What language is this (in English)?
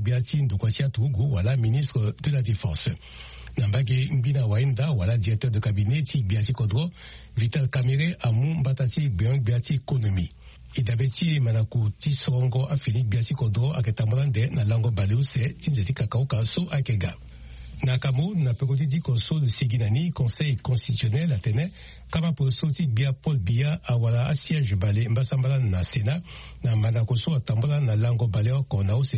Sango